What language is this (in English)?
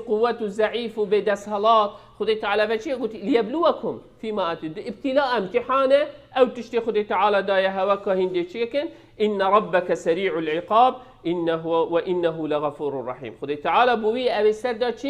Kurdish